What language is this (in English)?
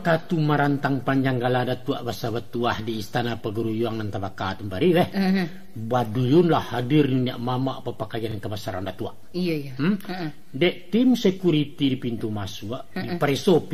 Minangkabau